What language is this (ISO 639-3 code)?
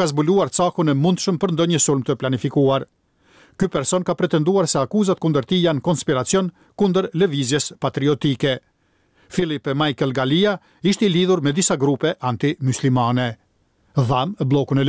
sqi